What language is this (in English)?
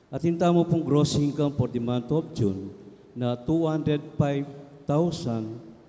Pampanga